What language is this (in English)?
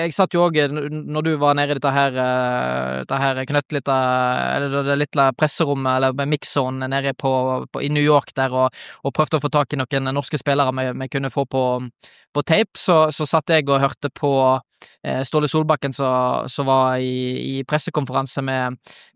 Norwegian